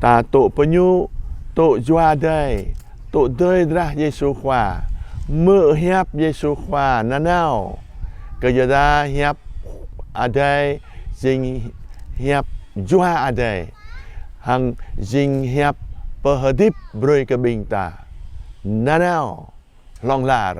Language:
Jarai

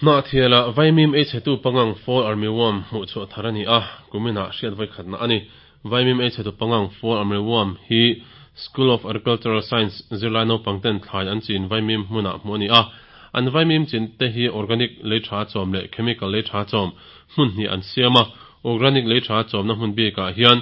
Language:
Mizo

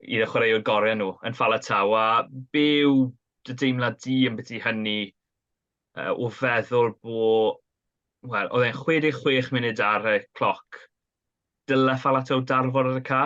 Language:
Welsh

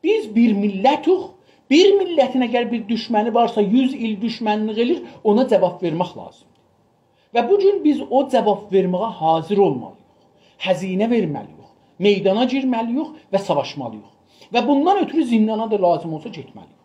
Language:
South Azerbaijani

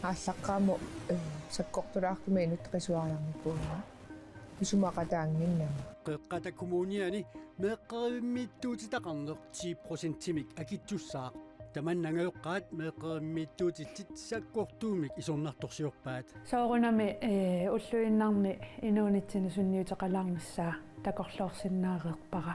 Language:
Kalaallisut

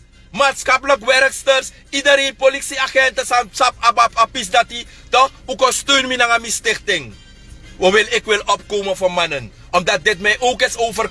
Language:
Sranan Tongo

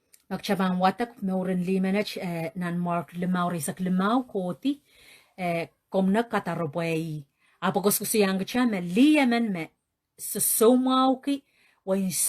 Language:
Pohnpeian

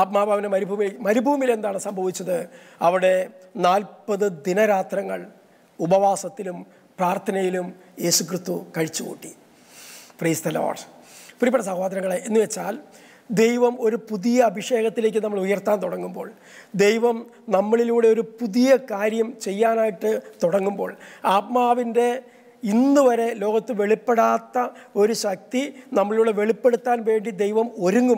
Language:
Malayalam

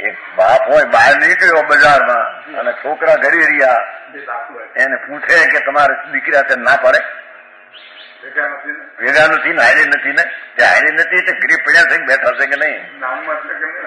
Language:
Gujarati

